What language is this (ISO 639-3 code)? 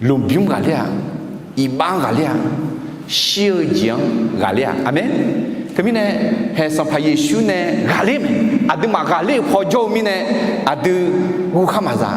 ahk